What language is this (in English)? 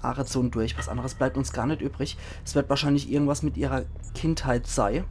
Palatine German